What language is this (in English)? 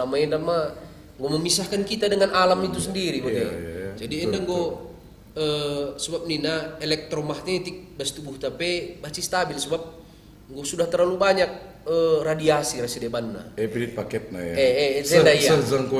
Batak Karo